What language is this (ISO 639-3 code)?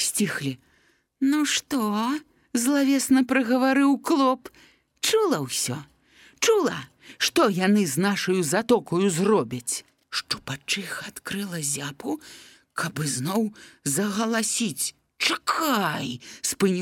bel